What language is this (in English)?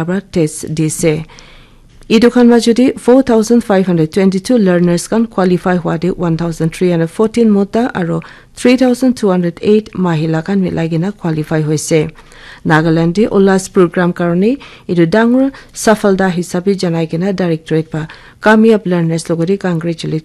Naga Pidgin